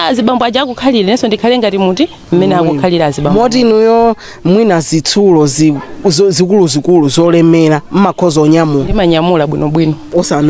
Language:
Nyanja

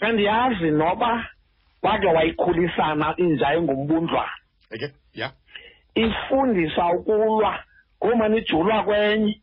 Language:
Xhosa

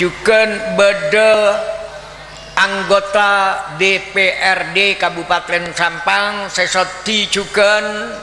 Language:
Madurese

